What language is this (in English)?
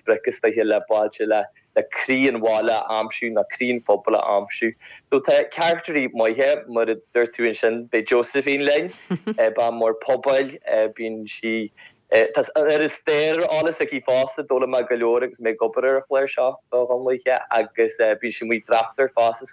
Irish